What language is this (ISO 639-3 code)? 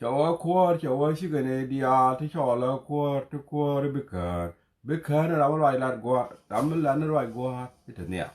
nus